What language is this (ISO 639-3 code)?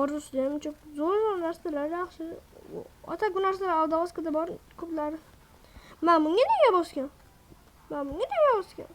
uzb